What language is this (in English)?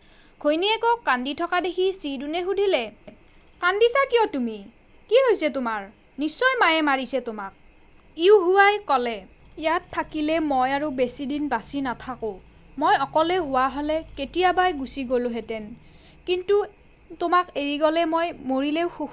Assamese